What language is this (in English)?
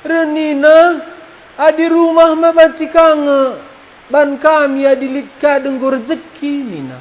Batak Karo